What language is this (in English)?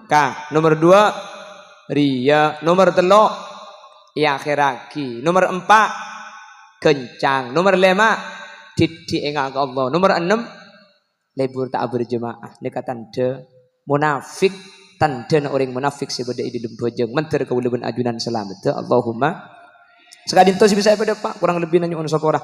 Madurese